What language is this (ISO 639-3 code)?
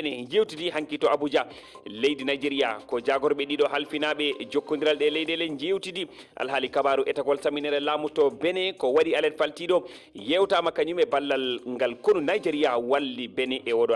ful